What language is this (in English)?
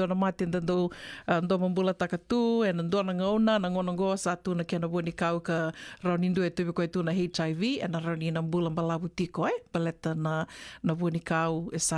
Fijian